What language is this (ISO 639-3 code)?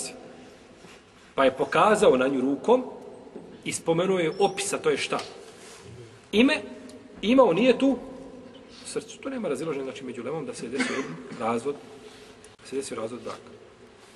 bos